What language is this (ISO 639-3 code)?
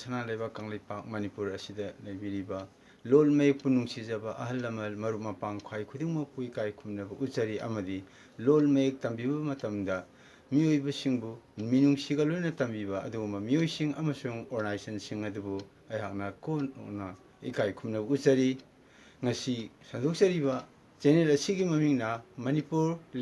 mni